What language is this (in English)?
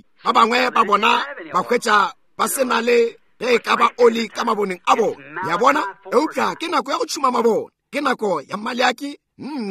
Northern Sotho